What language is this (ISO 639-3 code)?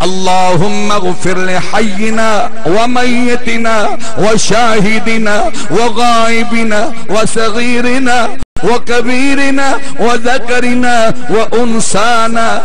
skr